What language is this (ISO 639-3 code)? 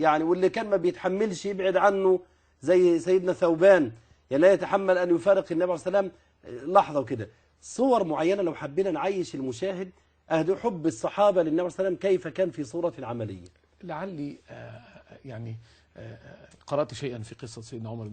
arz